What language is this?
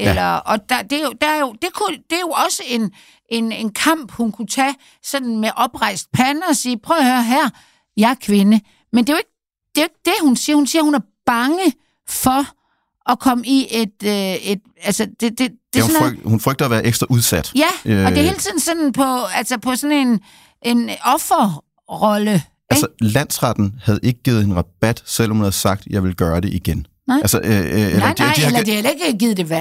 Danish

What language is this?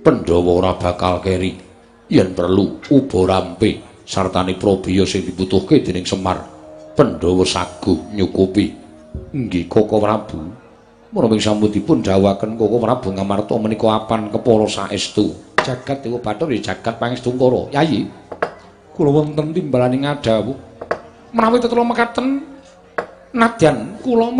Javanese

